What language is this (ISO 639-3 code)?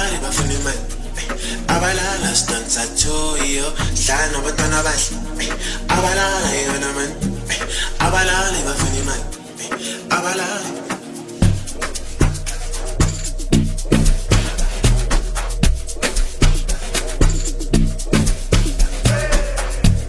zul